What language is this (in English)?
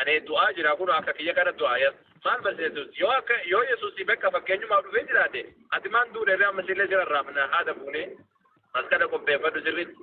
Oromo